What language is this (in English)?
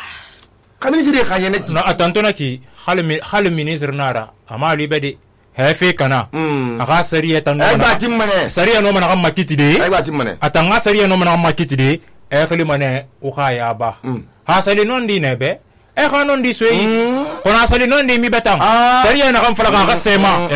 Susu